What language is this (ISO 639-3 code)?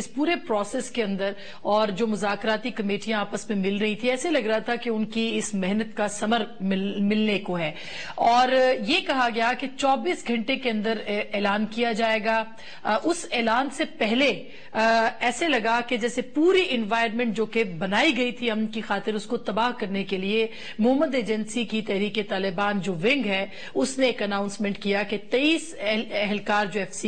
urd